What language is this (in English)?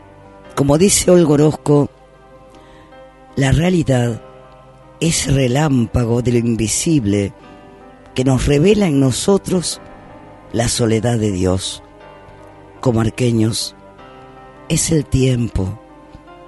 Spanish